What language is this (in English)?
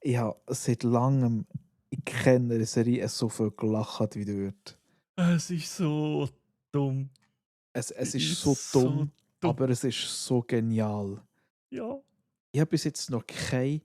Swiss German